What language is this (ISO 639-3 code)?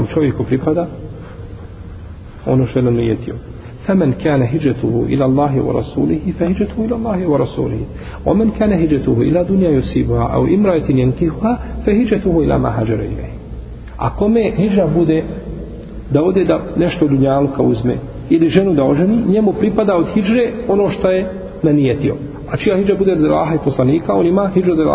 bos